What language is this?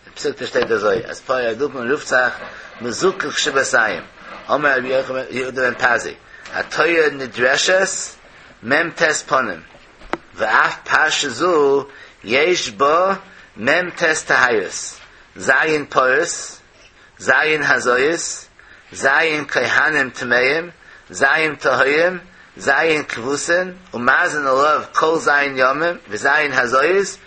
Yiddish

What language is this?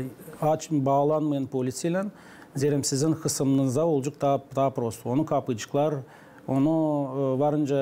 Gagauz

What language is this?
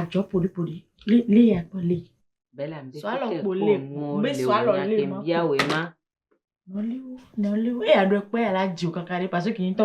Ewe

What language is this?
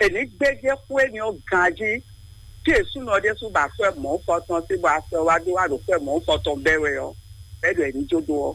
Fon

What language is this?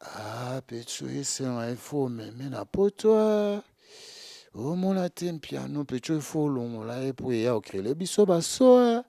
Lingala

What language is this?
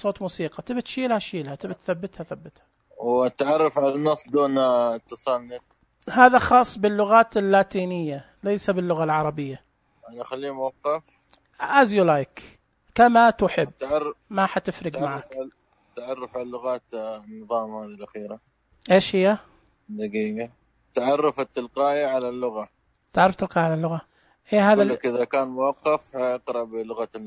Najdi Arabic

